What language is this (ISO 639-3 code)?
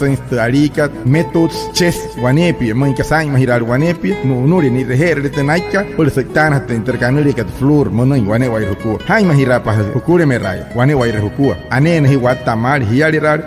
guc